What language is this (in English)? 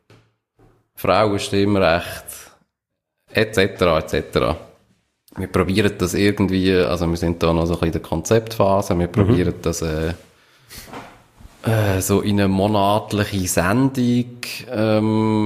German